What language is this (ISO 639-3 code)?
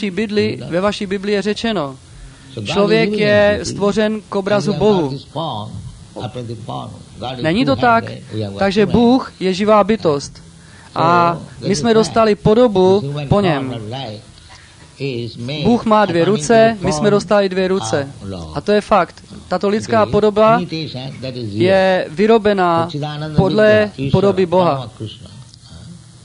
ces